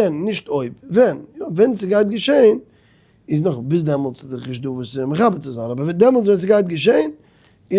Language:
Yiddish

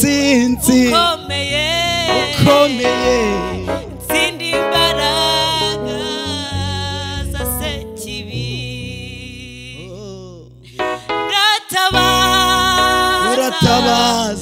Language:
Kinyarwanda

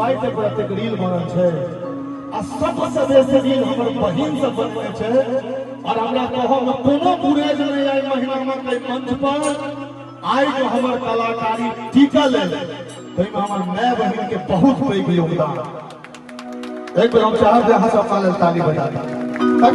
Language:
Maithili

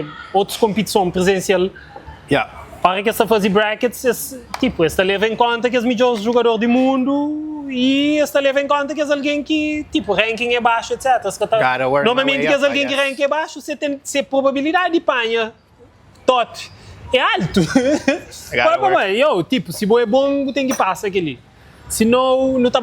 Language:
Kabuverdianu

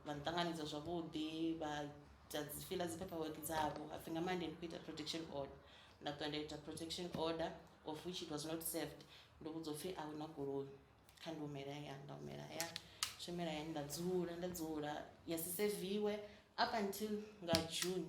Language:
Venda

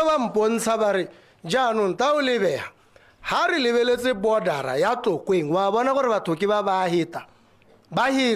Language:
Tswana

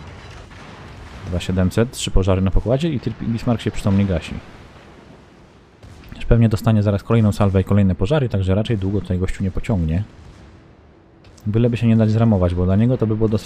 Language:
Polish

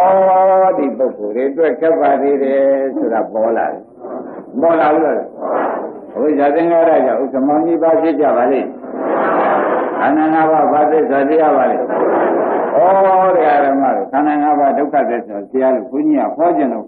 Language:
Burmese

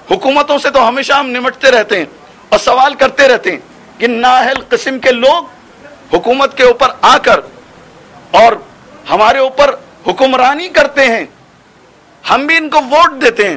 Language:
Urdu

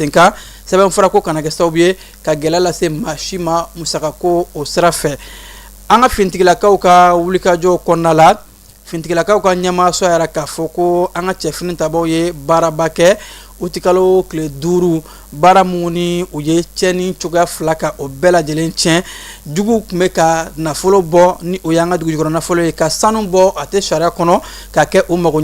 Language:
Bambara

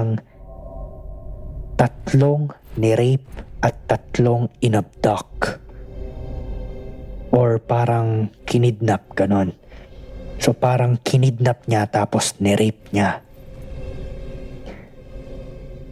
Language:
Filipino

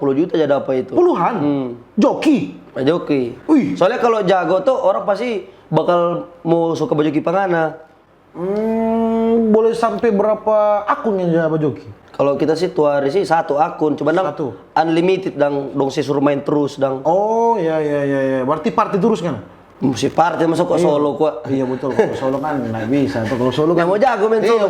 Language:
Manado Malay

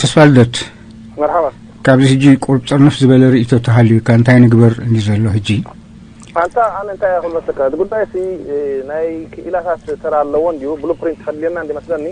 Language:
Tigrinya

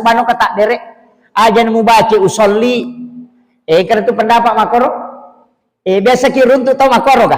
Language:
Buginese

